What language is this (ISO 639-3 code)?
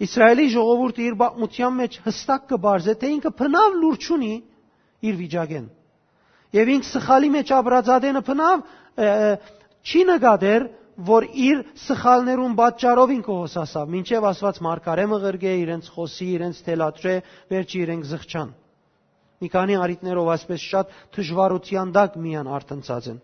hyw